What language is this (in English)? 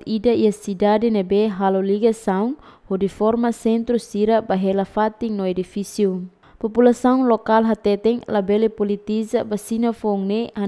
Tetum